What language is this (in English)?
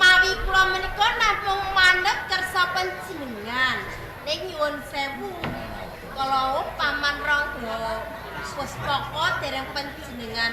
Javanese